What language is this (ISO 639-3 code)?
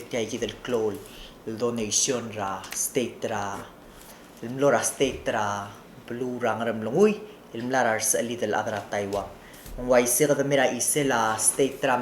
pau